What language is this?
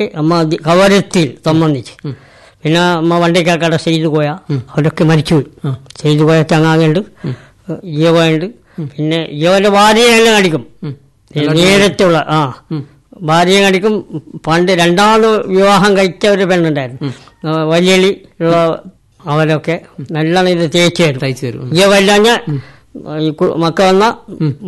Malayalam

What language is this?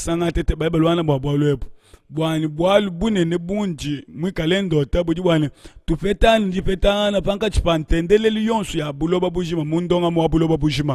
Luba-Lulua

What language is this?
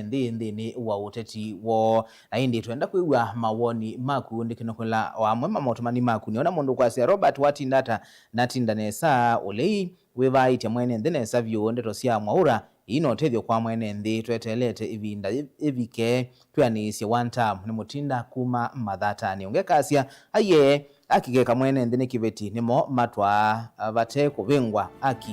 Kamba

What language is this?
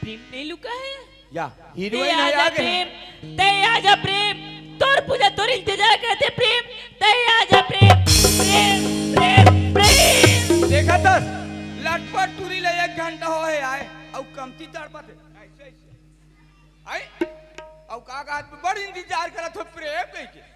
Chhattisgarhi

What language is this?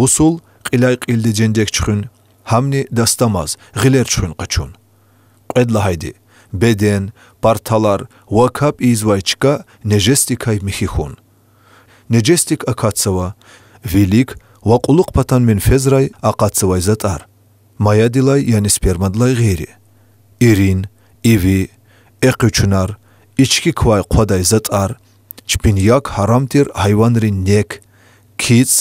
Lezghian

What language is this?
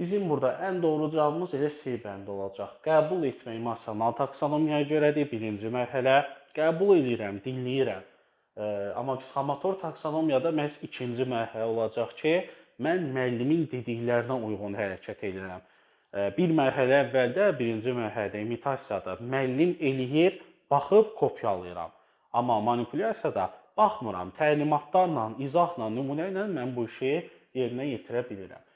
Azerbaijani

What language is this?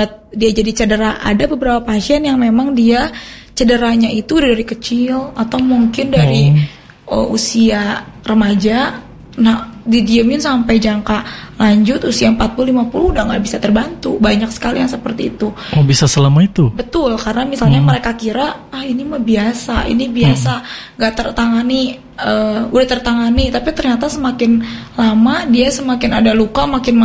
Indonesian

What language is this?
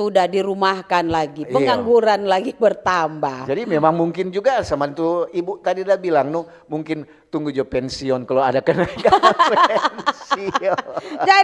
Manado Malay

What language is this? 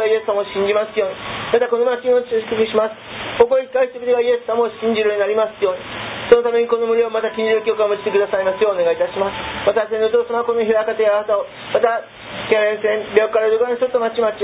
Japanese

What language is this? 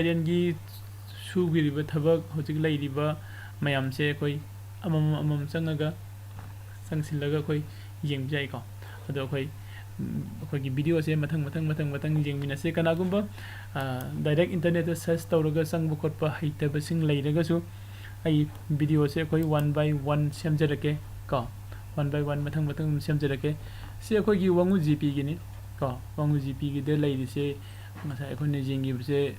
Manipuri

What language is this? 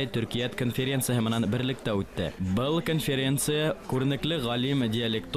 Bashkir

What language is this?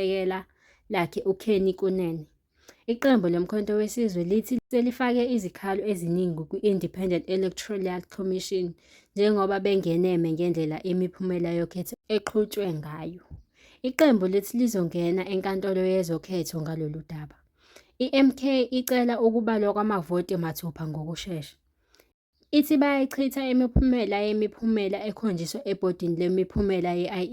Zulu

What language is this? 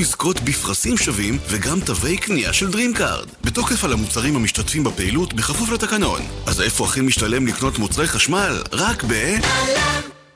Hebrew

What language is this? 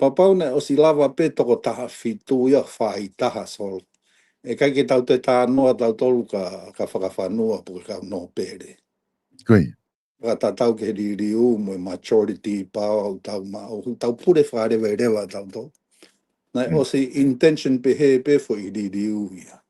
Tongan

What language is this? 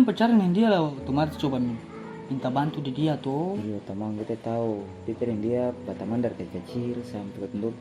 Ambonese Malay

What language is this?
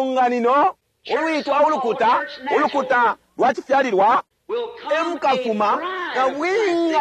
Bemba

